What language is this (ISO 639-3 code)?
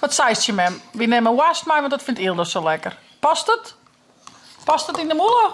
fry